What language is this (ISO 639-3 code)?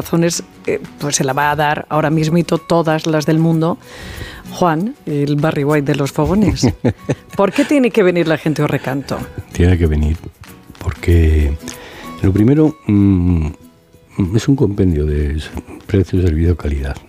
spa